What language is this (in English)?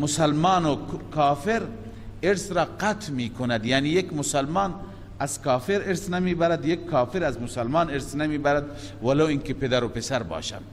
Persian